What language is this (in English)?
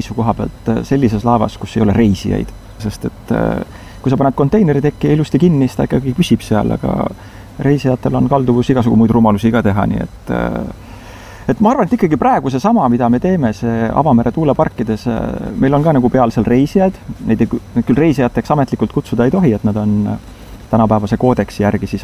Estonian